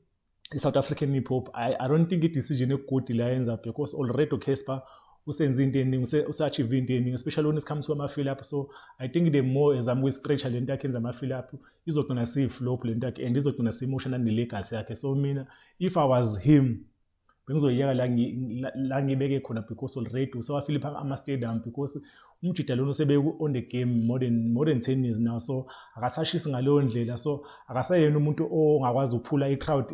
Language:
Zulu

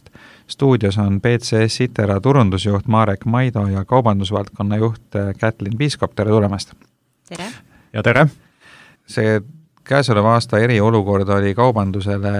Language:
Estonian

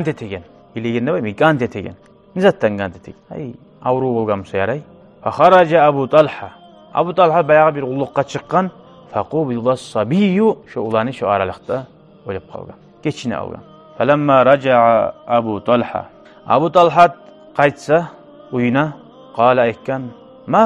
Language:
Kumyk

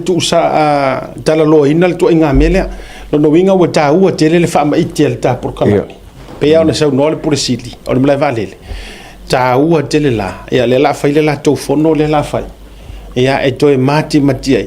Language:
Samoan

